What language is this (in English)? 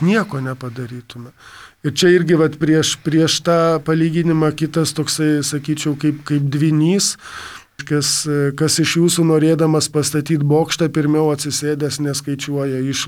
Lithuanian